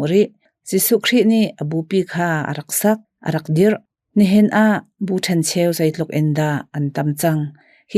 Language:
Hakha Chin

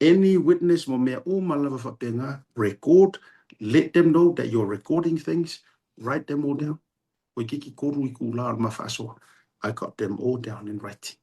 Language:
Samoan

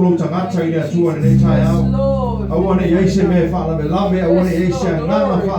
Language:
Samoan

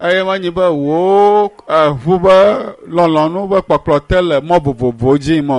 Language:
Ewe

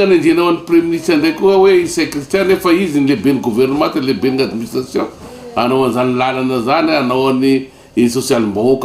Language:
Malagasy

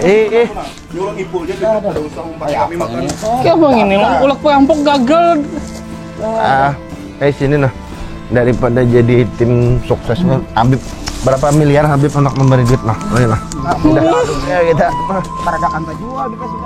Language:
Banjar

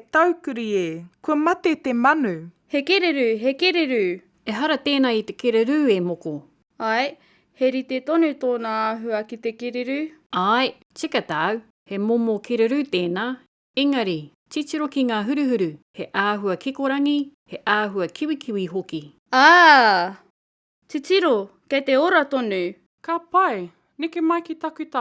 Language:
Māori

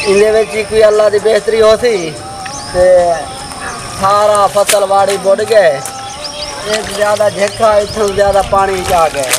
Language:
Saraiki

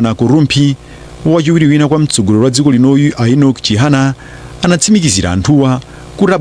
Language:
Nyanja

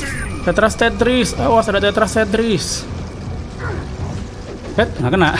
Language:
Indonesian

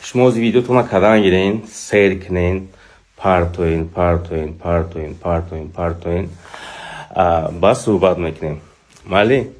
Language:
Tajik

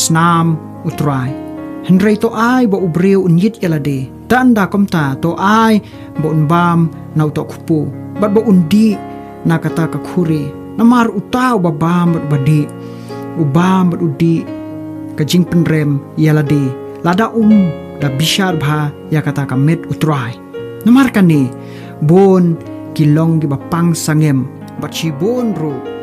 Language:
Khasi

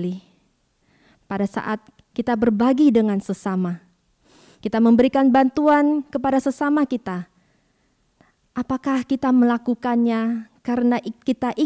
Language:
Indonesian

